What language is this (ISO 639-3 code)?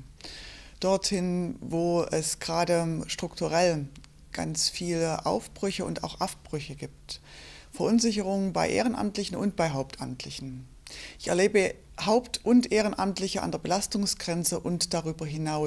deu